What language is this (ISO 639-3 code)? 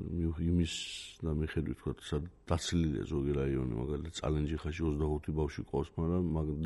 kat